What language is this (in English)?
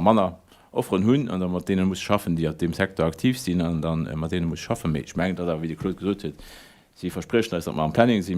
Luxembourgish